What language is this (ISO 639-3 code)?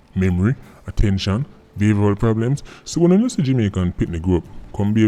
jam